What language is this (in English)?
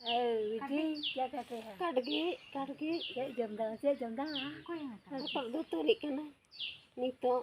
Santali